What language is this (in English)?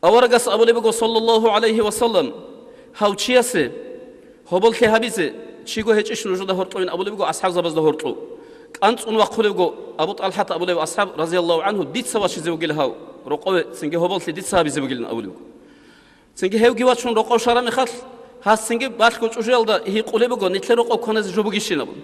Avaric